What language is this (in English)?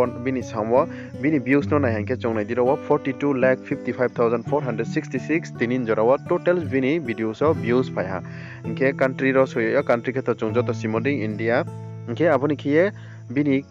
Riang (India)